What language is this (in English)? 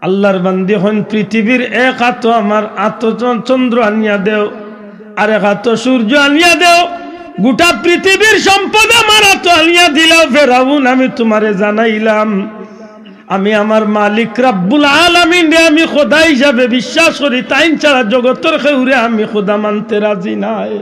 Sylheti